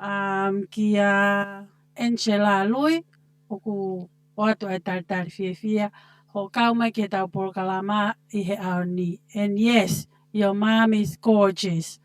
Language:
Tongan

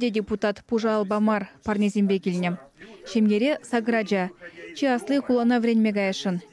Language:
Chuvash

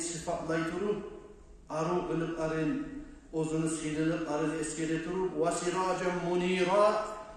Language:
Kumyk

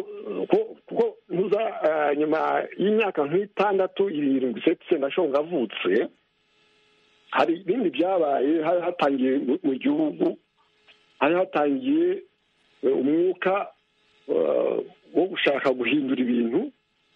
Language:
Kinyarwanda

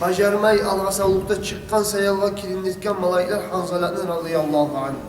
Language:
Kumyk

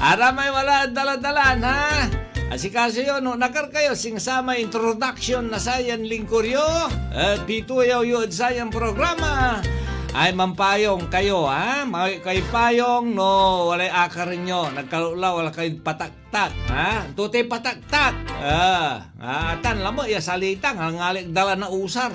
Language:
Pangasinan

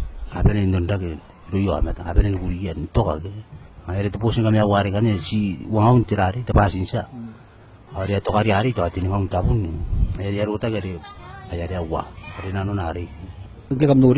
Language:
Gilbertese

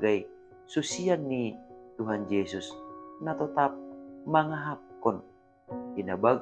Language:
Batak Simalungun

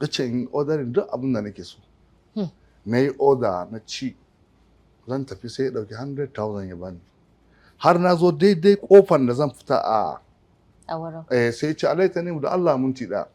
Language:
Hausa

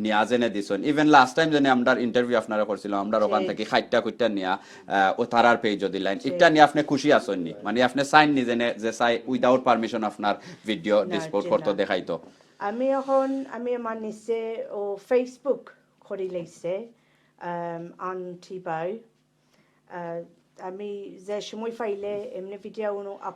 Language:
Sylheti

